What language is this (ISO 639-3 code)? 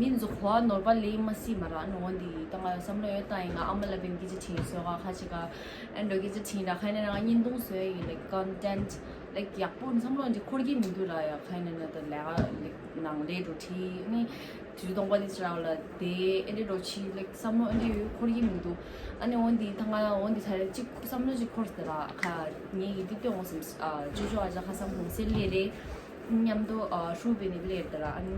bod